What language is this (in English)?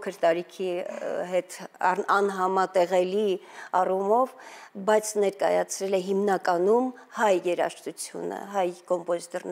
Armenian